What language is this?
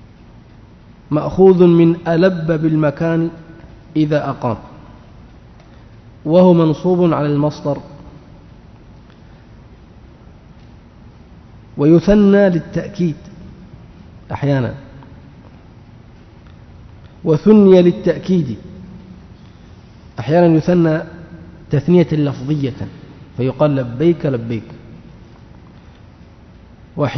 Arabic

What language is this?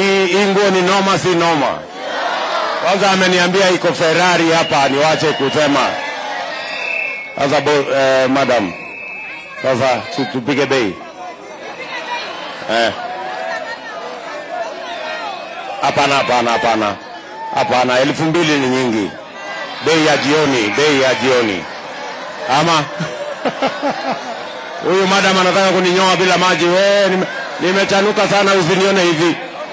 Swahili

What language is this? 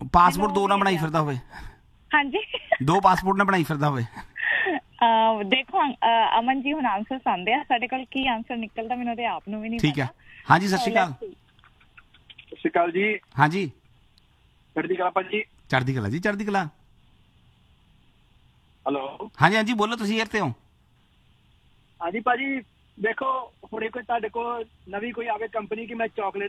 Punjabi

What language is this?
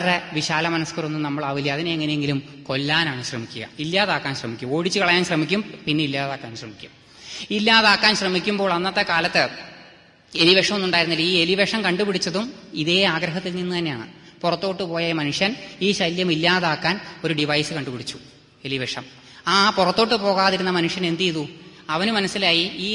Malayalam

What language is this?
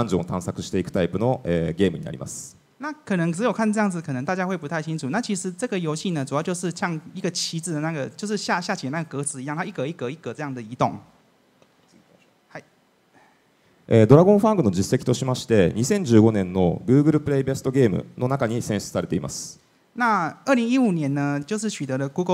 Chinese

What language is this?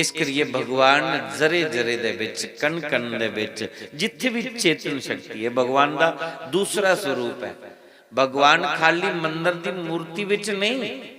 Dogri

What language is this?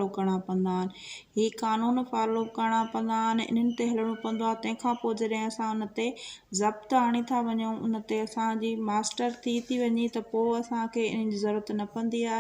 Sindhi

